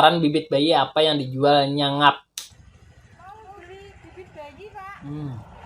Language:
Banjar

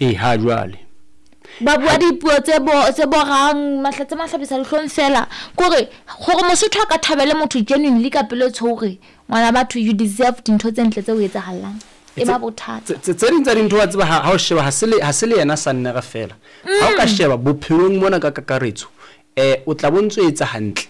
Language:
Southern Sotho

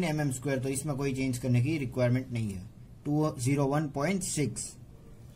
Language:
Hindi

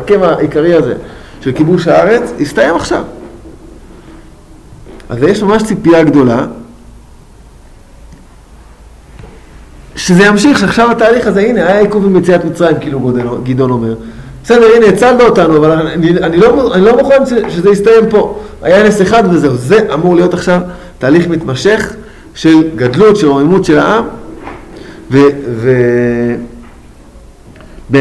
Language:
Hebrew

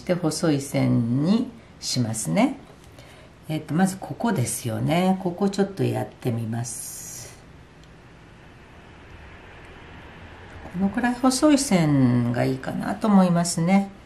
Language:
Japanese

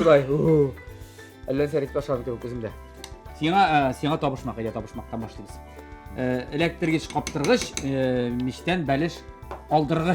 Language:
Tatar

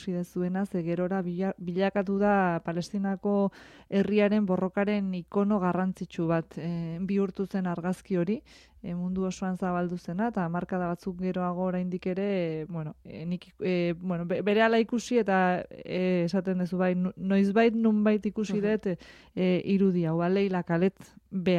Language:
Basque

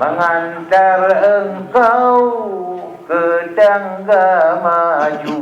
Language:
Achinese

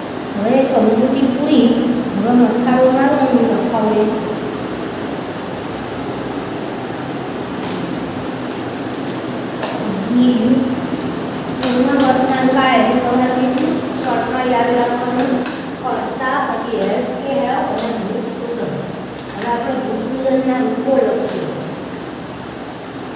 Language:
Gujarati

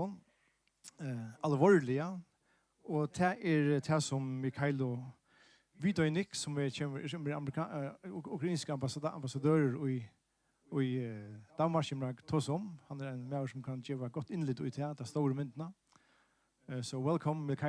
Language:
Faroese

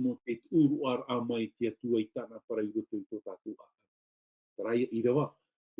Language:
Tahitian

